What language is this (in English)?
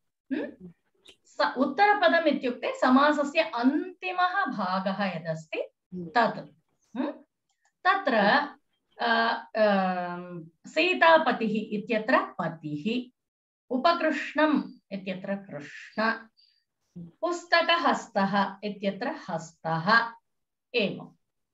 Sanskrit